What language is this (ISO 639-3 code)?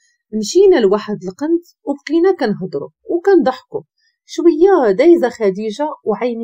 ary